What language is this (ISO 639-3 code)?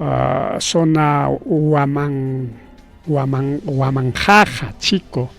quy